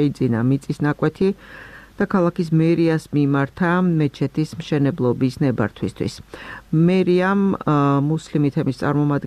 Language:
Georgian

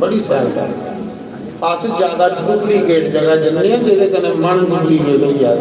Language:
Dogri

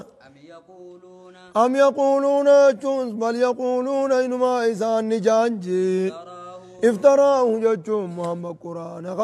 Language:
Oromo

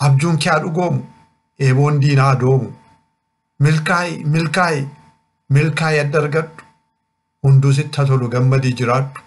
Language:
Oromo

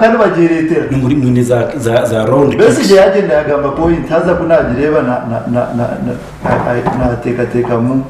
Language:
Nyankole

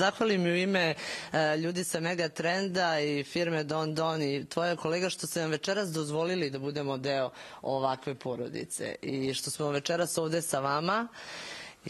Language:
Serbian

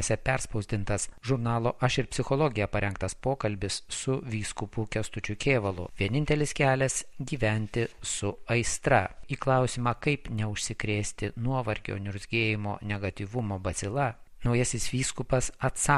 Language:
Lithuanian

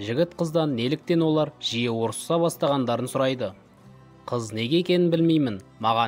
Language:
Kazakh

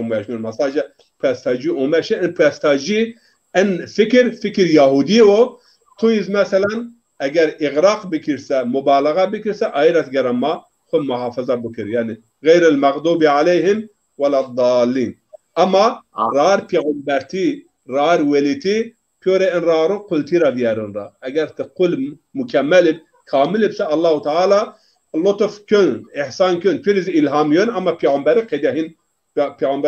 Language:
Zaza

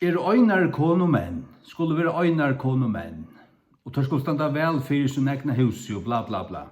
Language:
Faroese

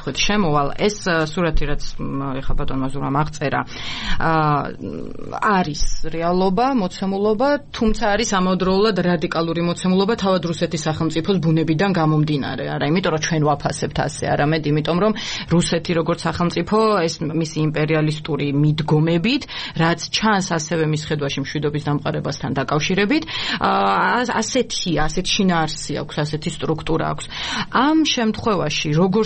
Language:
Georgian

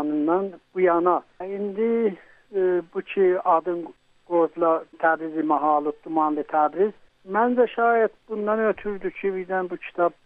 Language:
South Azerbaijani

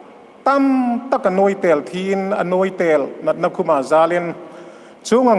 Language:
Hmar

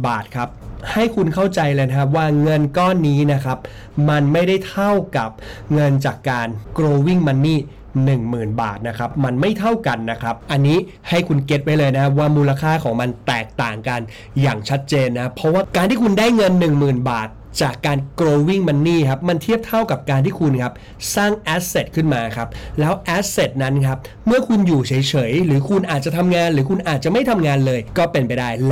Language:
Thai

